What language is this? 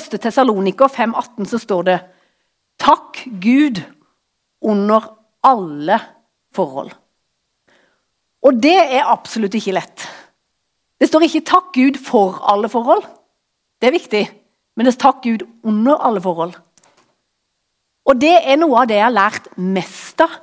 Norwegian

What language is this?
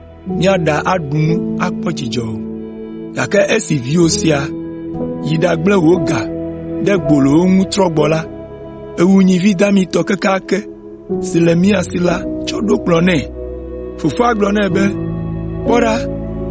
Ewe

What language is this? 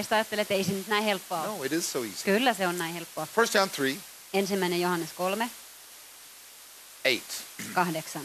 Finnish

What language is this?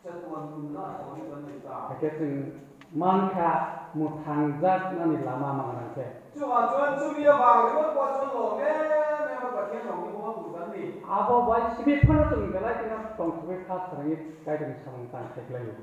Kok Borok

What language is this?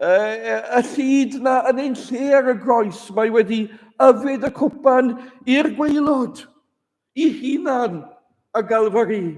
Welsh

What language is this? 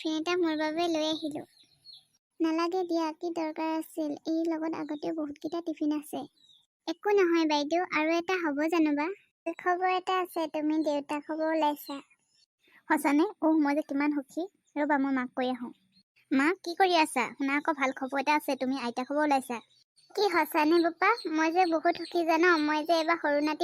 Assamese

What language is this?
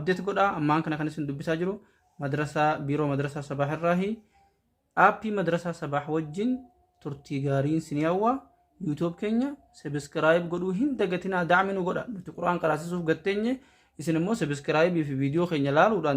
Oromo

